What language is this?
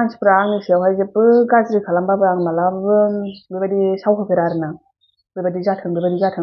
Bodo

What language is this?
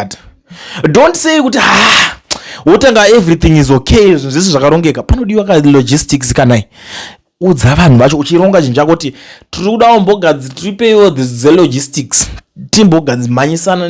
Shona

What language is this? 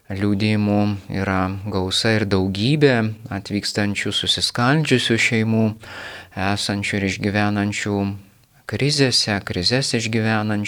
Lithuanian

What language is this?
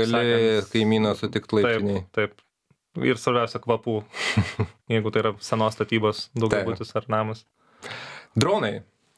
Lithuanian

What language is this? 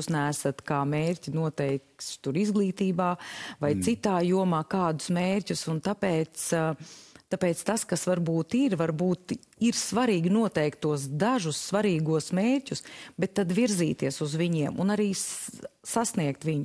Latvian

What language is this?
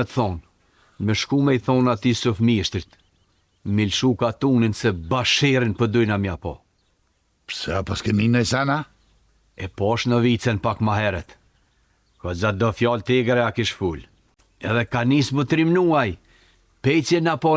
Albanian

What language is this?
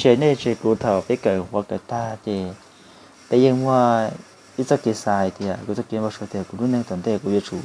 Hmong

